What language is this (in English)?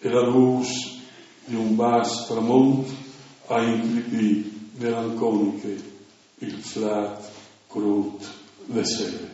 Friulian